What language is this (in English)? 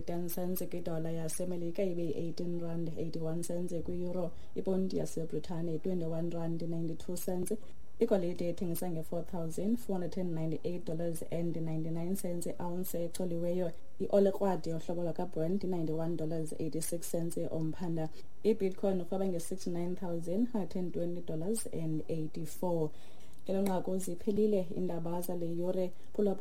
Xhosa